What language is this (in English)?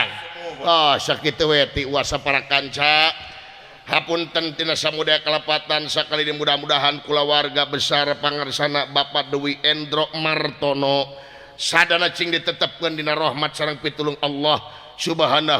Sundanese